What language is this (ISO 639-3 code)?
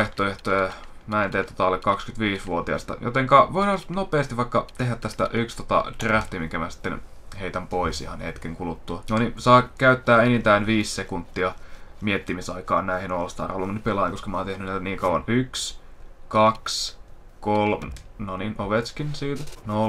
fin